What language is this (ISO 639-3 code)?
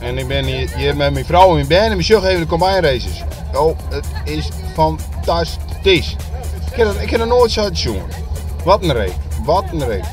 fry